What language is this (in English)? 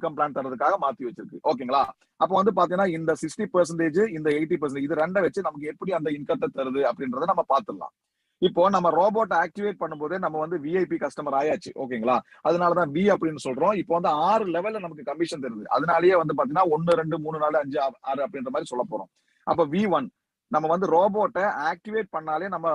Tamil